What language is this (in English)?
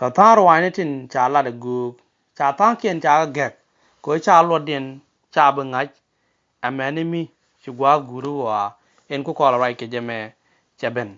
Nuer